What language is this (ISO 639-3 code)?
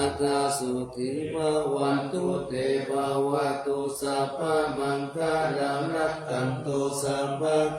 pli